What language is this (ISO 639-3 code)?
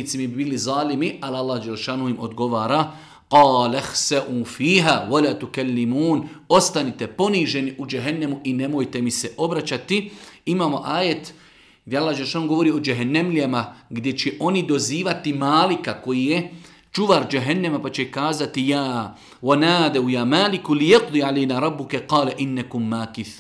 bos